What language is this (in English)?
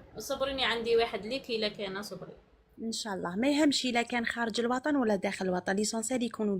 Algerian Arabic